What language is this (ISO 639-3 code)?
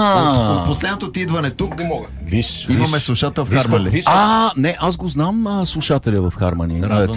bul